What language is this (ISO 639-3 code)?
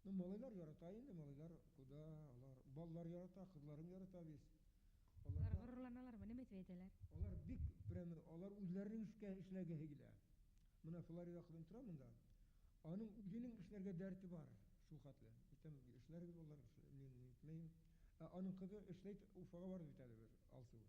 bak